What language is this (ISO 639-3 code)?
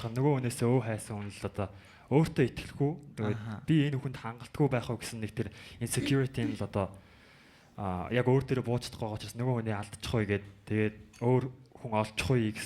mon